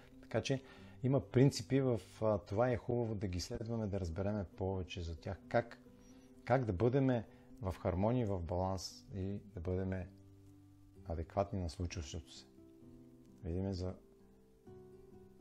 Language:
Bulgarian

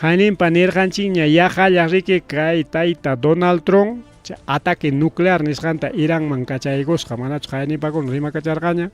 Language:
Ayacucho Quechua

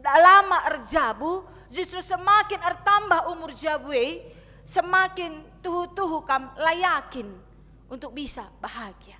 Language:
Batak Karo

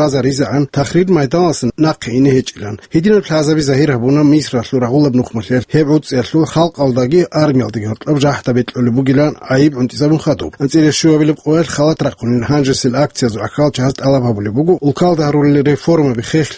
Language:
Avaric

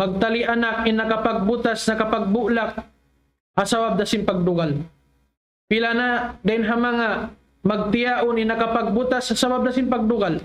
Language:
Tausug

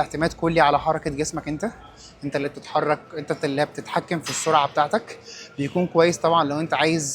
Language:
Egyptian Arabic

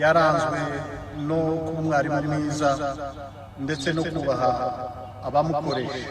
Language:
Kinyarwanda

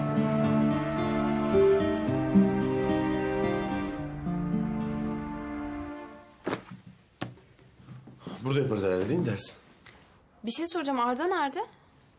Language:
Turkish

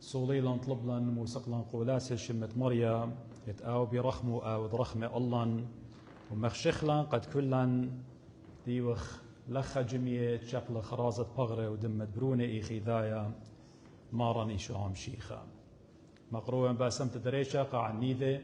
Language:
Assyrian Neo-Aramaic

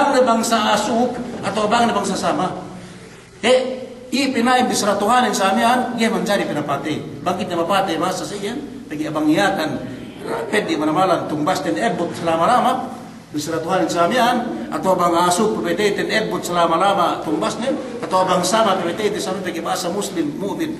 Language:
Yakan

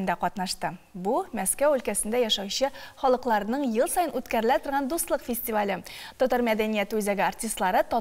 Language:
Tatar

